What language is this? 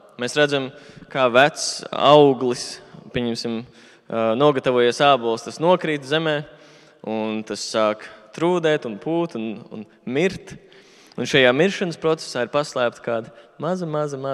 Latvian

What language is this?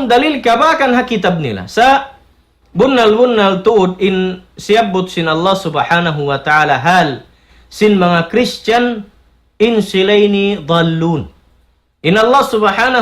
Tausug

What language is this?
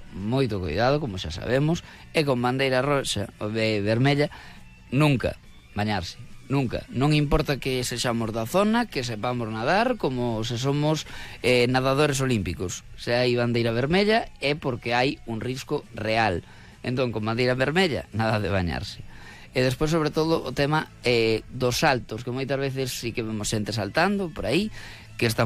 Galician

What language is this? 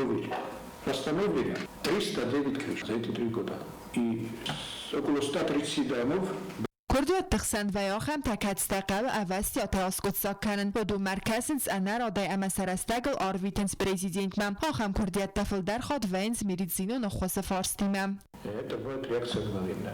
Ossetic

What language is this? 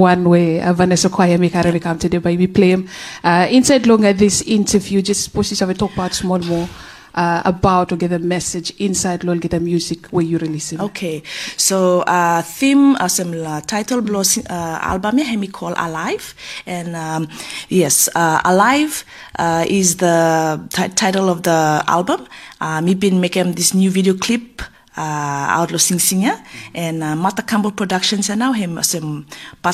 Bislama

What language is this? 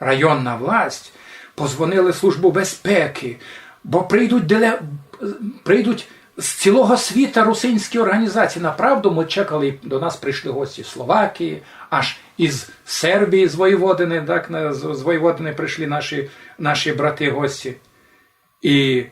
Rusyn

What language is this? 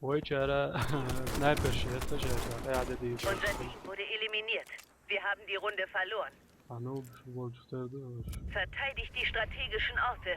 Chechen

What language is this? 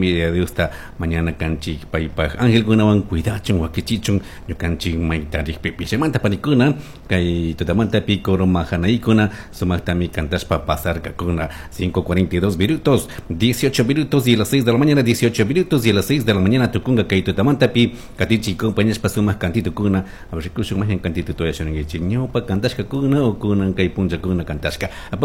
Chimborazo Highland Quichua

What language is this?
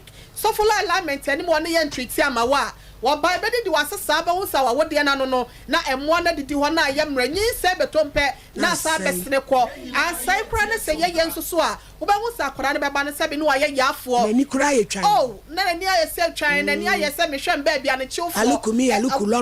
Akan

